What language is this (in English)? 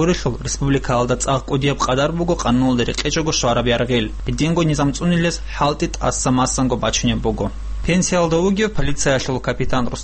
Avaric